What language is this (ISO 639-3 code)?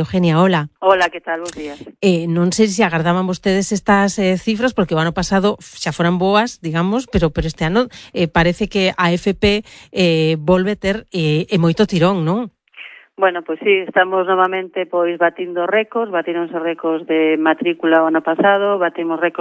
glg